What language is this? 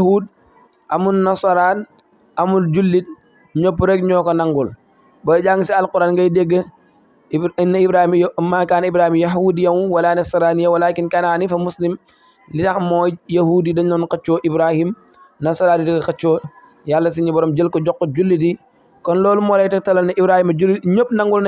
Wolof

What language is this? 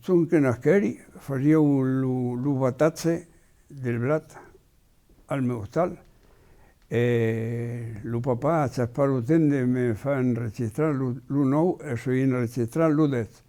Occitan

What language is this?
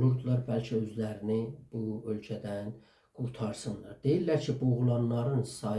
South Azerbaijani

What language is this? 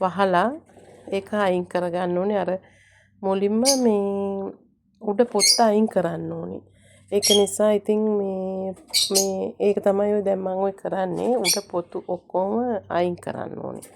Sinhala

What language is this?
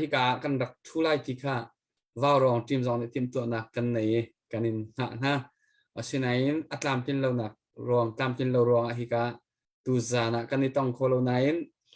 Hakha Chin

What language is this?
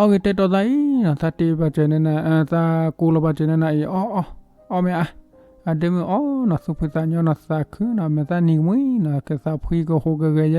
S'gaw Karen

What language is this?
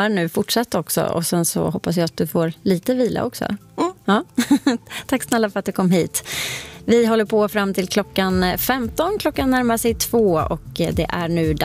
Swedish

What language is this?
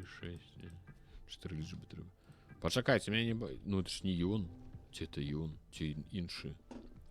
Belarusian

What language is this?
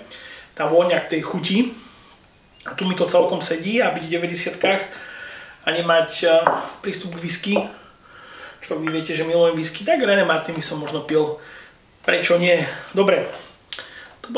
Slovak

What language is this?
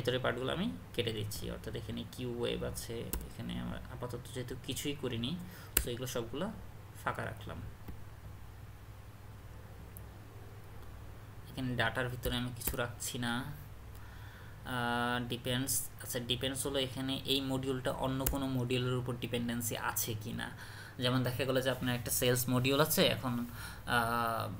Bangla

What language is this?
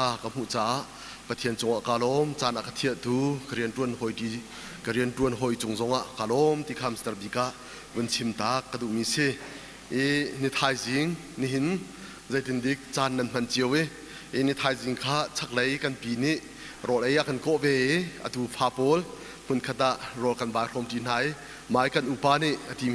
Hakha Chin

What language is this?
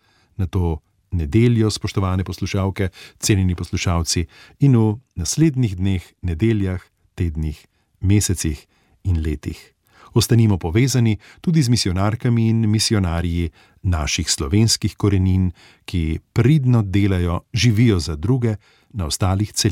Slovenian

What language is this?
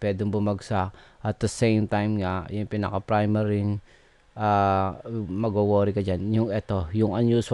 Filipino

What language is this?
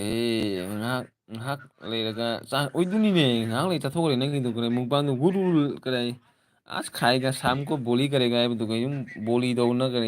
Manipuri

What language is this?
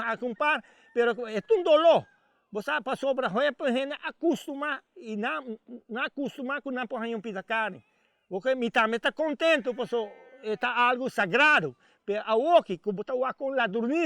Papiamento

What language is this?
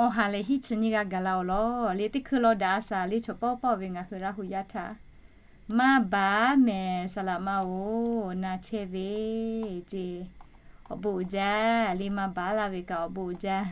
Lahu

